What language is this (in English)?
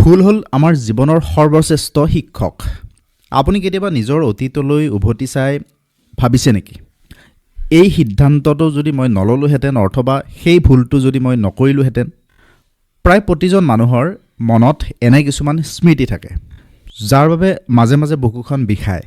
Assamese